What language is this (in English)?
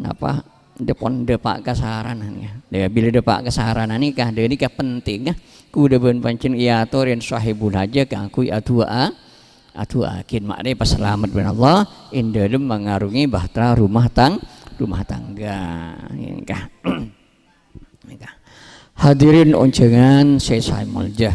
Madurese